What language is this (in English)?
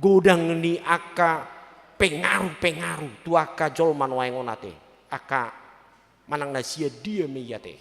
Batak Toba